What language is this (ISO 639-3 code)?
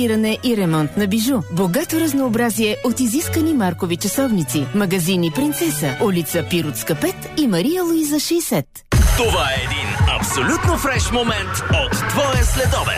bul